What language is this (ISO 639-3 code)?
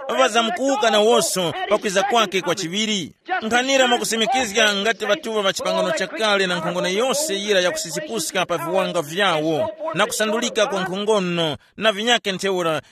tum